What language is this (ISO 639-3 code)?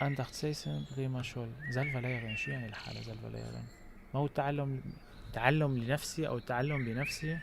apc